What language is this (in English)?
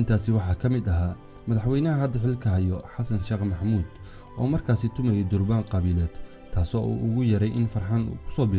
Somali